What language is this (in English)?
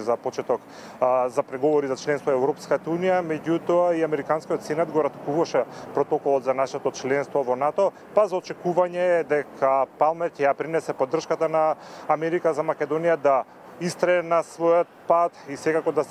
Macedonian